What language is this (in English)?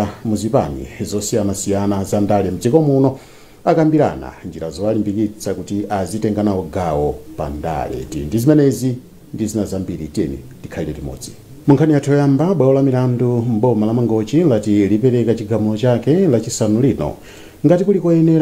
Nyanja